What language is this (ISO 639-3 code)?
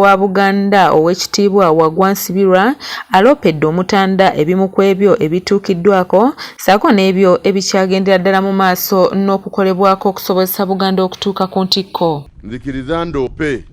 lug